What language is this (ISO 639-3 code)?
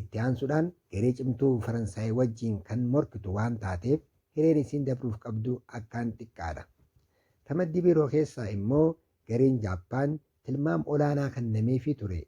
orm